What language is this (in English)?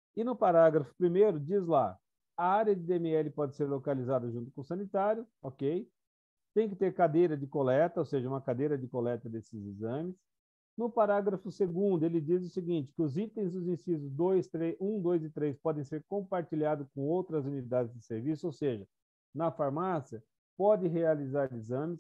Portuguese